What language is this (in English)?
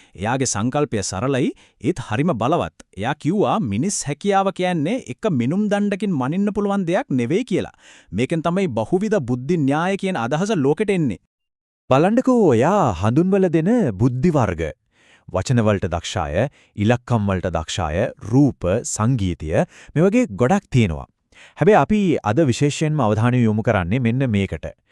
Sinhala